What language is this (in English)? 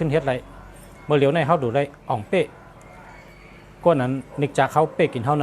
Shan